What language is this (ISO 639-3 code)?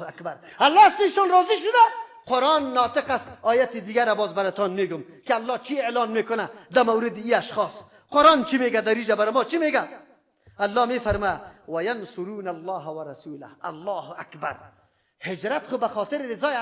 fas